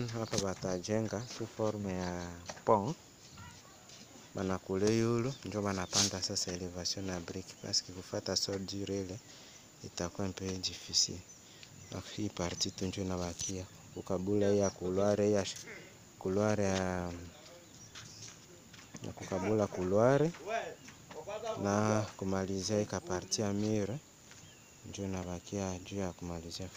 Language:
Swahili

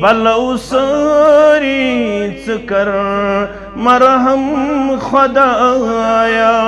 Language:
Kashmiri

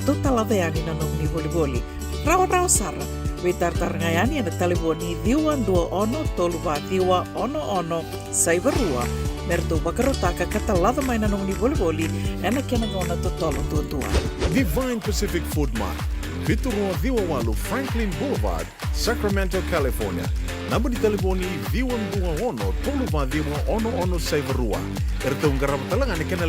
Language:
Fijian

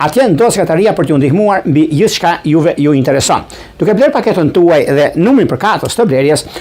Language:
Albanian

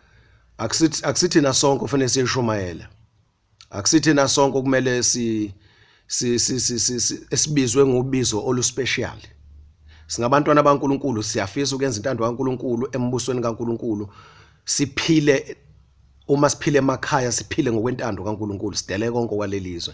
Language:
Zulu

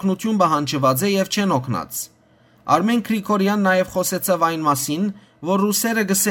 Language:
Western Armenian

